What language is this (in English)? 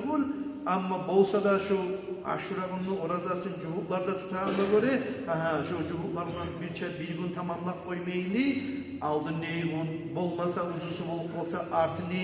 Kumyk